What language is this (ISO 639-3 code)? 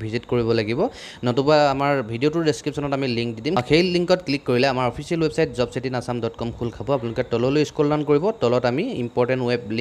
asm